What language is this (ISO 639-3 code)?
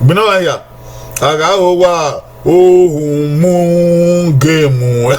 bin